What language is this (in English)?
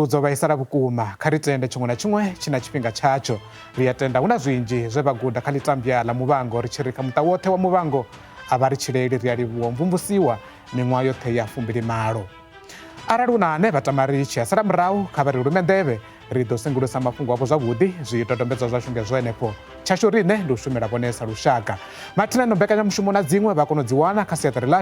Venda